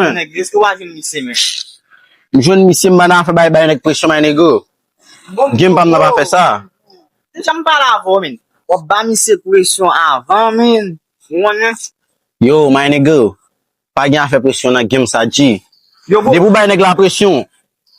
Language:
Haitian Creole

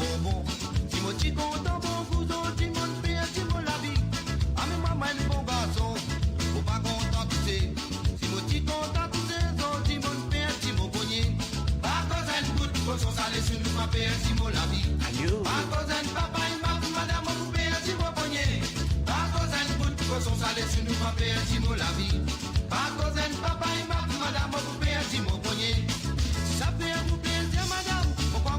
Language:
Morisyen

